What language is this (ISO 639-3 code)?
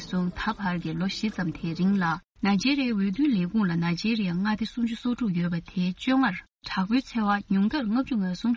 bod